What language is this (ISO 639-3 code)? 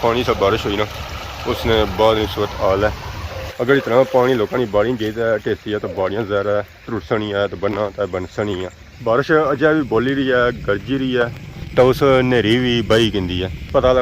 phr